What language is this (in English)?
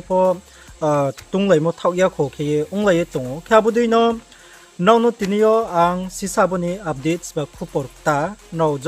Riang (India)